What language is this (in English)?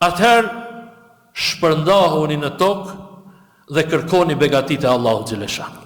Albanian